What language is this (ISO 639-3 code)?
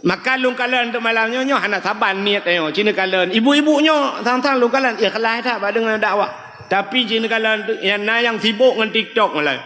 ace